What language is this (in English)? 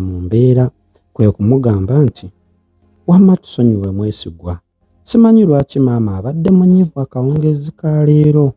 Ganda